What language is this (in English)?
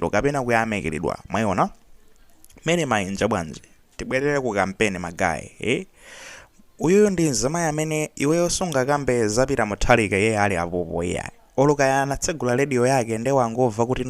Nyanja